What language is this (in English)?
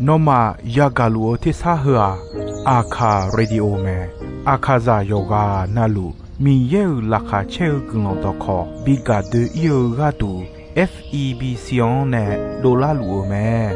Akha